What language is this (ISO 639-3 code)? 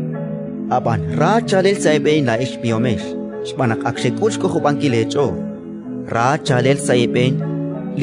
kek